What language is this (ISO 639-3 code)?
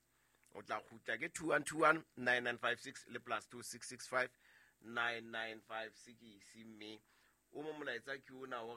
sot